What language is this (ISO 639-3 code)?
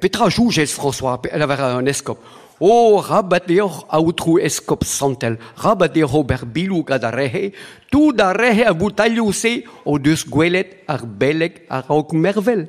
bre